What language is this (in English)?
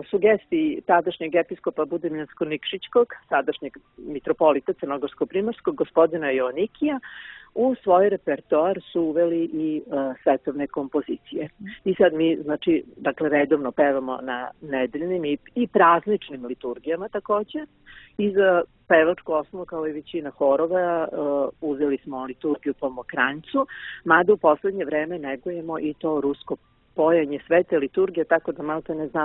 Serbian